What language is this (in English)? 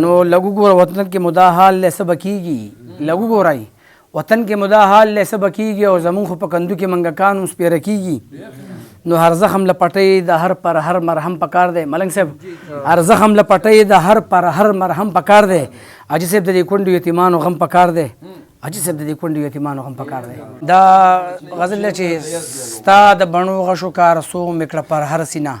Pashto